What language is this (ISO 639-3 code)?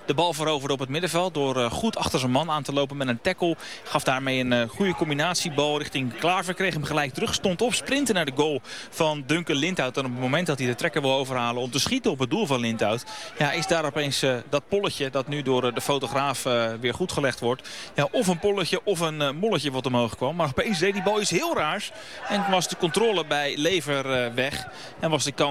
nld